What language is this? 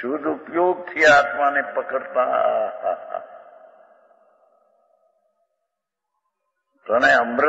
Gujarati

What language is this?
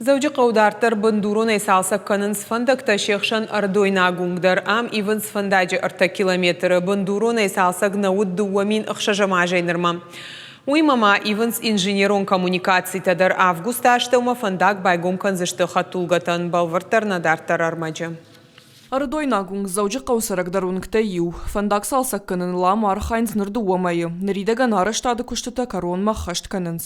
Ossetic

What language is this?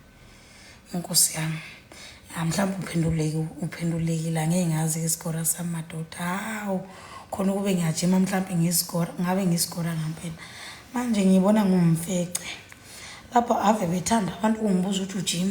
Zulu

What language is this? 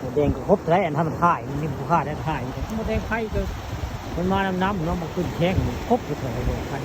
Northeastern Thai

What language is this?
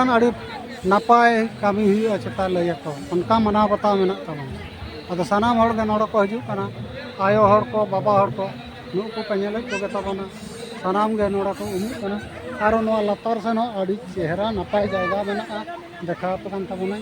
Santali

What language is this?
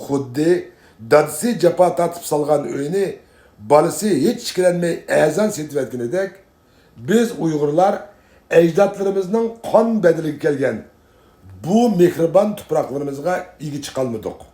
Uyghur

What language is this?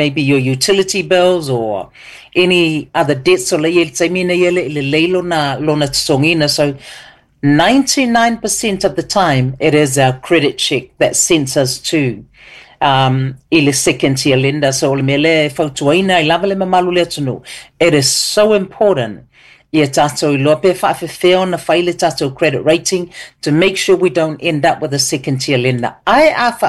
Samoan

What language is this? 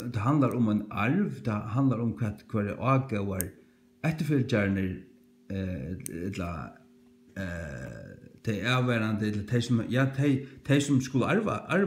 Faroese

